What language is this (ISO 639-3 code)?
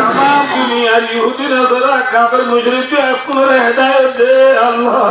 rhg